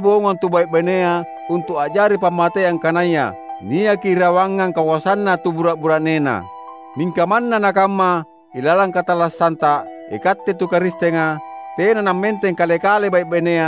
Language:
Makasar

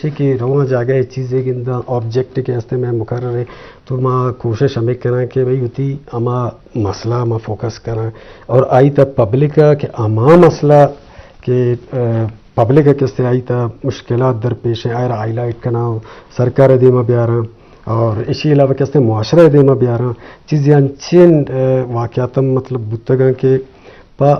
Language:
Eastern Balochi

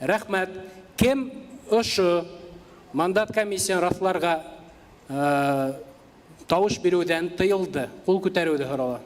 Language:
Bashkir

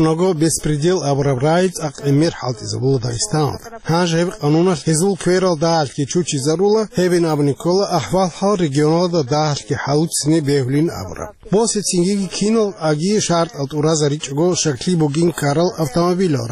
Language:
Avaric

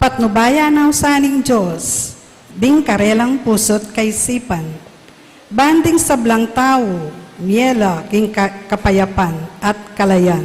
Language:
Pampanga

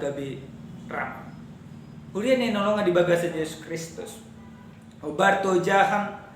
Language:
Batak Toba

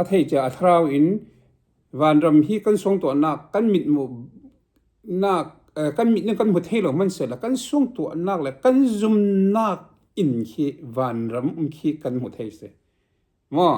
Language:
Falam Chin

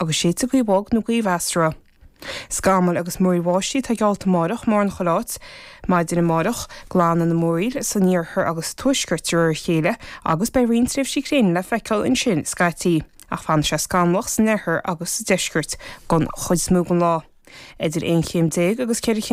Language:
Irish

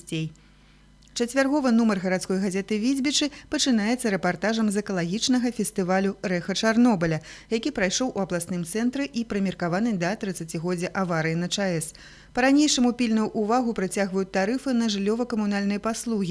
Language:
Belarusian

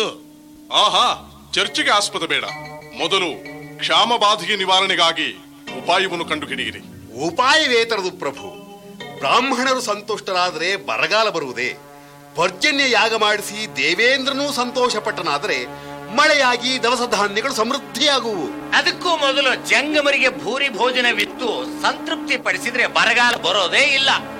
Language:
Kannada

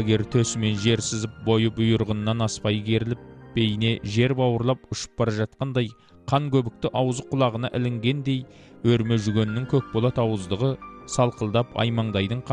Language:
Kazakh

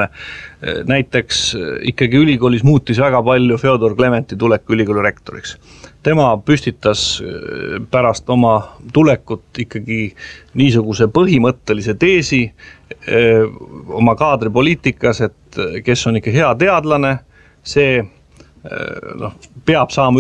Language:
Estonian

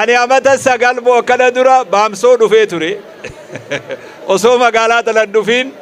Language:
Oromo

